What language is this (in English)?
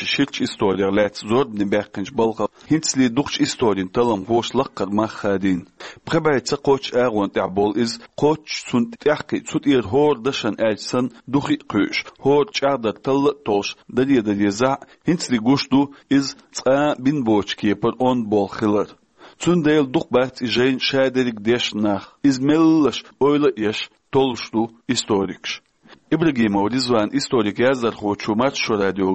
Chechen